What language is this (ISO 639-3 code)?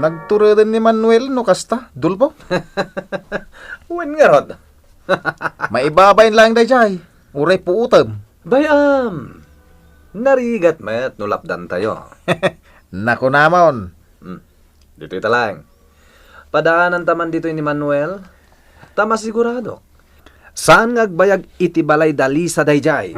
ilo